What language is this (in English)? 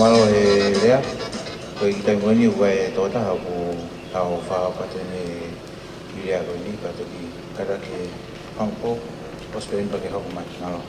Tongan